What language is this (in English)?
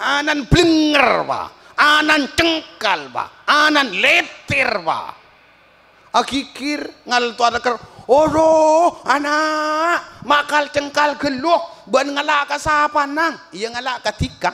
Madurese